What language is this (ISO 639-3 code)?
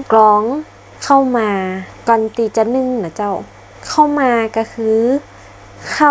nod